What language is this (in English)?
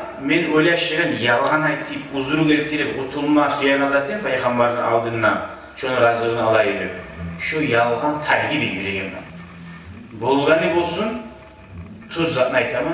Kumyk